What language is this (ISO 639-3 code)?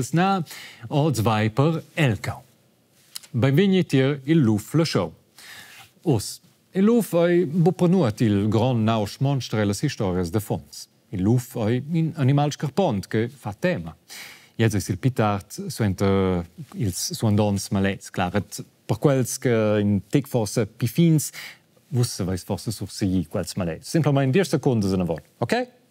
roh